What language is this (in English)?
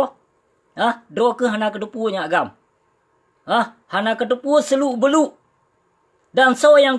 Achinese